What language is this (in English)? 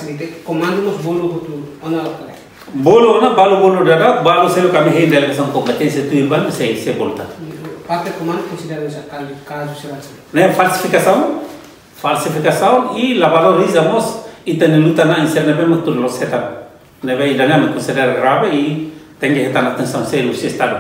Tetum